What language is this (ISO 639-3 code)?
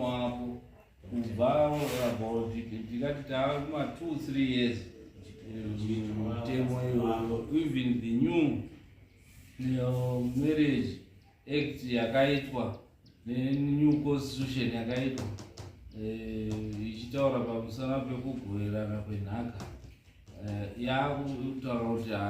sna